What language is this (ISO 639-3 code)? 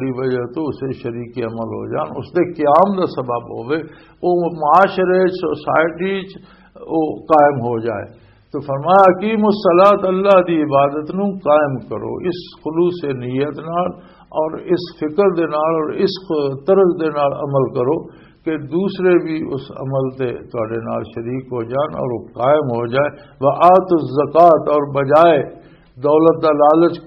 lah